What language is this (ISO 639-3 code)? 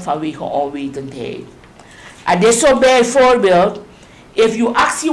srn